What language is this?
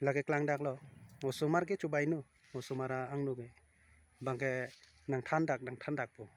Karbi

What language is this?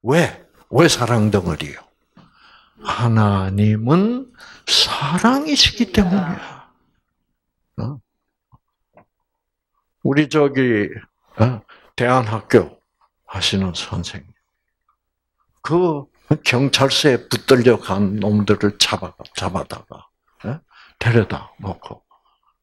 Korean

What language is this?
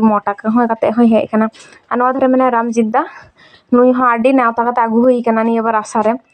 Santali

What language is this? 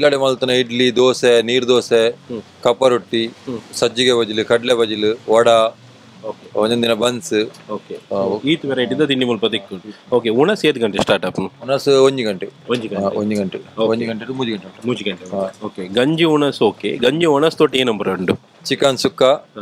Tulu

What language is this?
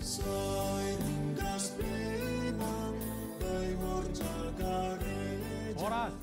Batak Simalungun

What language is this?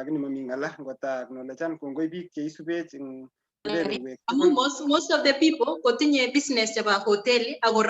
Kalenjin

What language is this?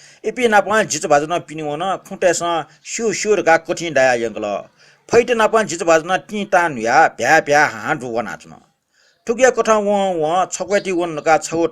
Newari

